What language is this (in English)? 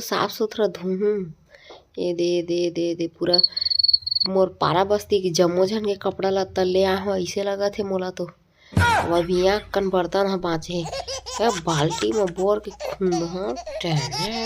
Chhattisgarhi